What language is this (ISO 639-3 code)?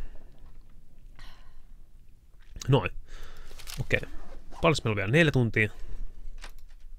fin